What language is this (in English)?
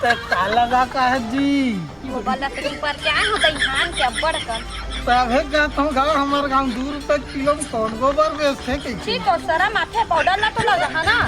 Chhattisgarhi